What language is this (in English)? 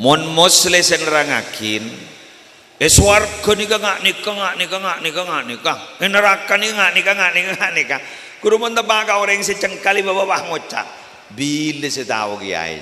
Madurese